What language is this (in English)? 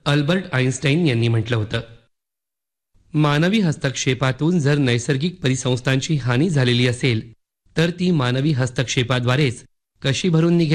Marathi